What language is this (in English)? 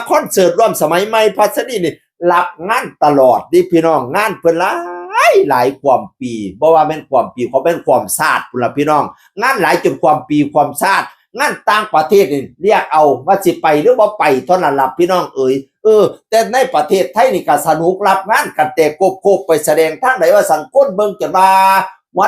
Northeastern Thai